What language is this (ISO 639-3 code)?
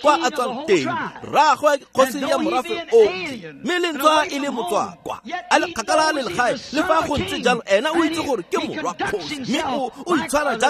tsn